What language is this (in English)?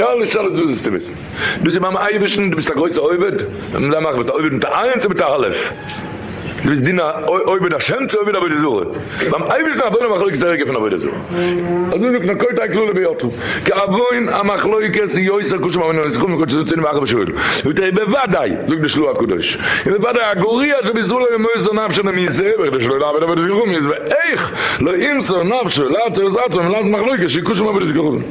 Yiddish